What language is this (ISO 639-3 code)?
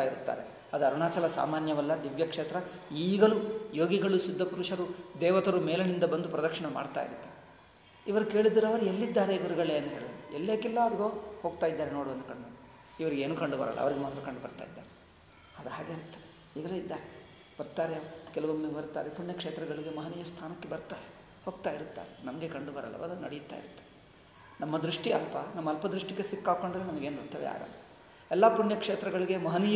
kan